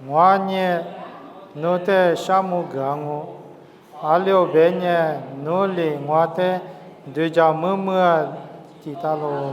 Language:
Lisu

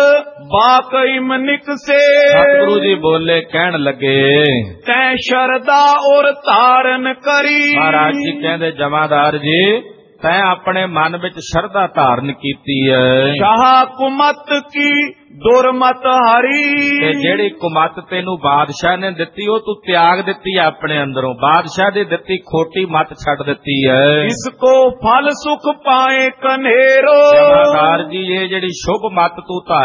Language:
Punjabi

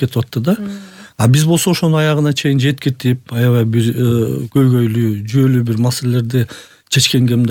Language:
Kyrgyz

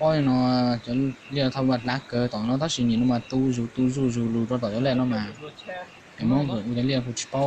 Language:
Hmong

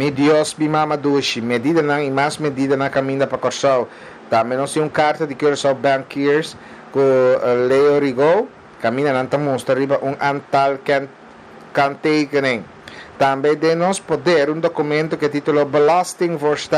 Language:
Papiamento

